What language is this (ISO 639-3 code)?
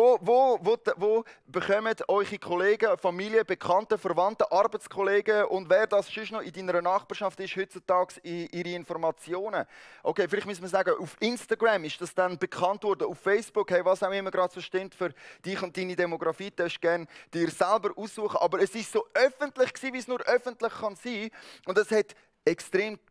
gsw